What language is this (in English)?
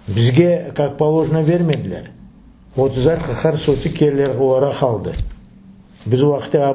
Crimean Tatar